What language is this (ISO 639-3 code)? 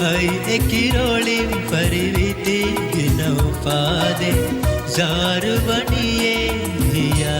div